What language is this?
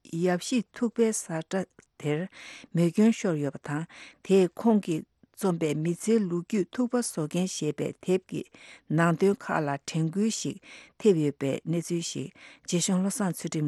Tibetan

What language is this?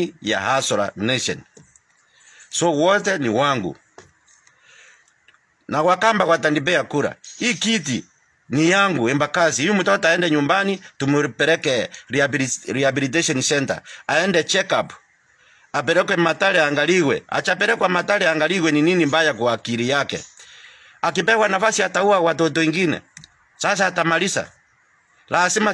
Swahili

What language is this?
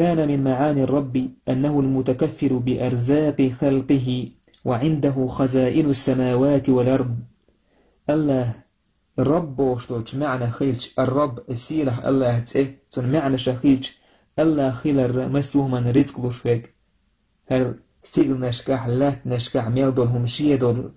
Chechen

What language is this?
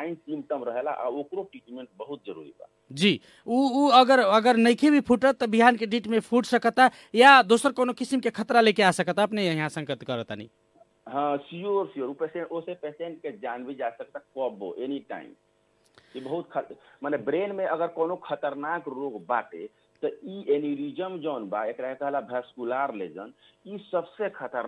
Bhojpuri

